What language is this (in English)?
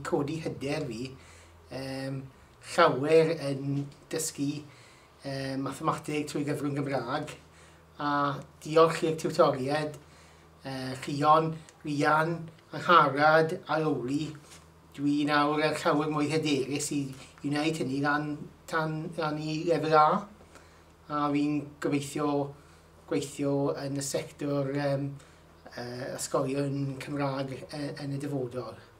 Welsh